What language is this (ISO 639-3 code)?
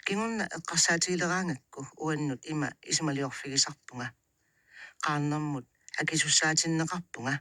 kal